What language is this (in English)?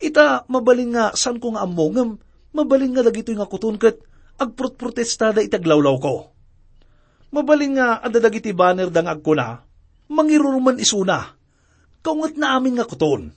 Iloko